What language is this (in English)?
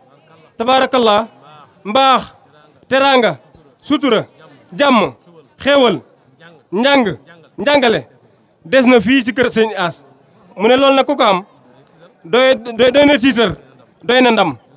Wolof